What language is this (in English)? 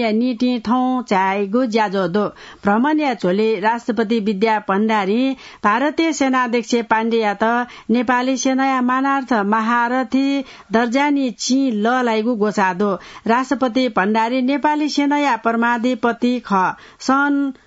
Newari